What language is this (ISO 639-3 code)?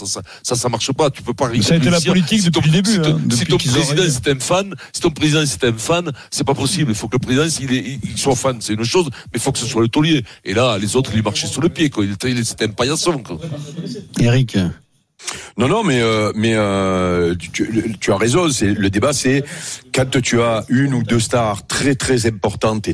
fra